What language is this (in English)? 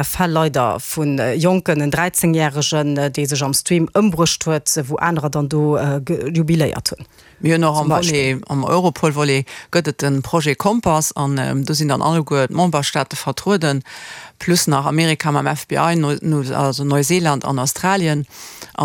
Luxembourgish